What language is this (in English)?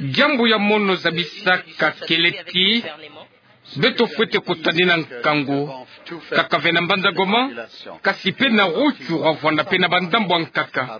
Kituba (Democratic Republic of Congo)